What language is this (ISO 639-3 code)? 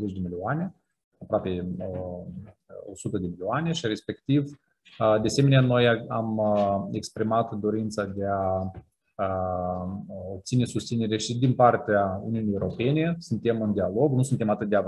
ron